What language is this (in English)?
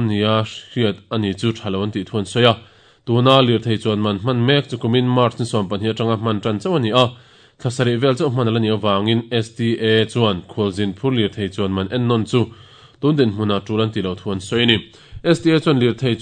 Mizo